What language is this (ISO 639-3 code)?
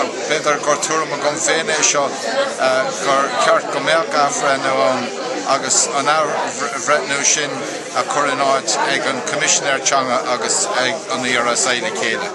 gle